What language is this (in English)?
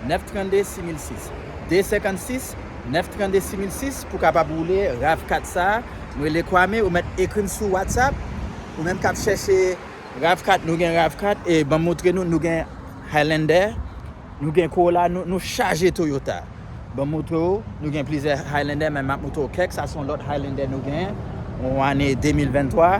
Haitian Creole